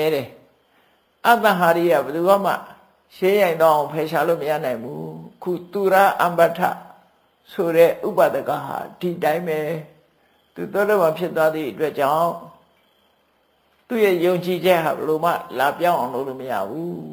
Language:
Burmese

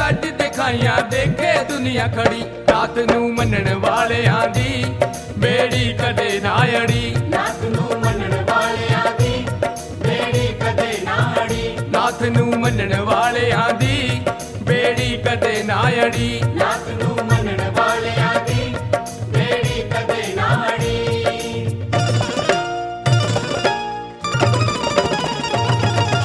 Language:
Punjabi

